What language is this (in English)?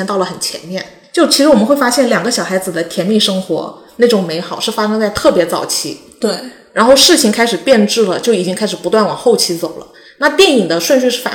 Chinese